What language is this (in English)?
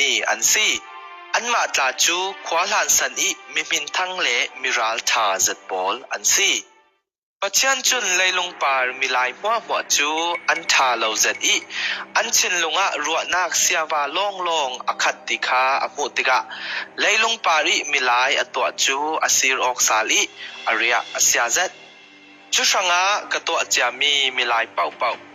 Falam Chin